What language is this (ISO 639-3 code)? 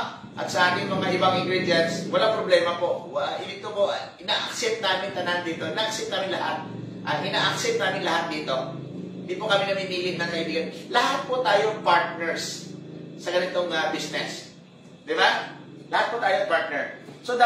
fil